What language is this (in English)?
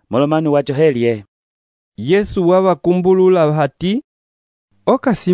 Umbundu